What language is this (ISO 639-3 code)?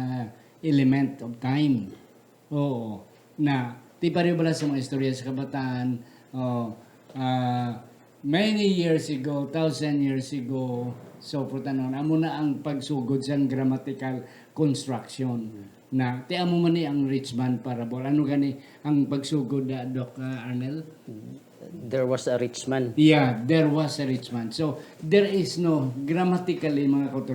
hil